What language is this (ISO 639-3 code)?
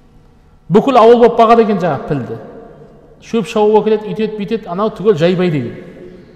kaz